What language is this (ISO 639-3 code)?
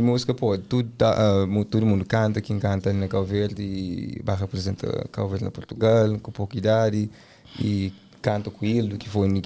kea